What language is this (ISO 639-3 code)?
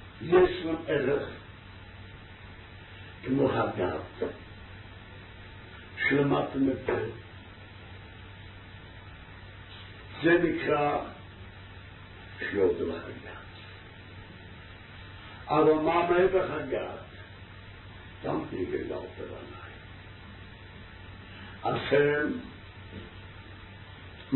heb